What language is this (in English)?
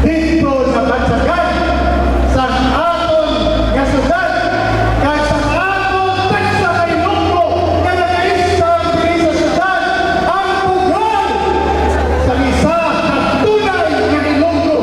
Hiligaynon